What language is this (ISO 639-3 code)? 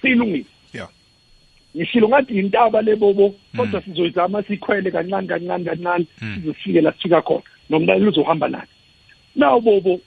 nbl